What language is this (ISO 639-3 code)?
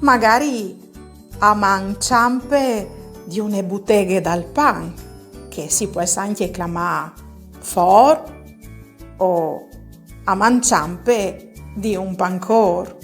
fur